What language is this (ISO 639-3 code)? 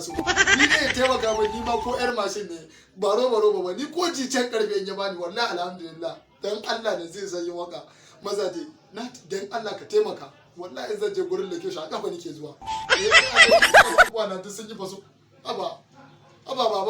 hau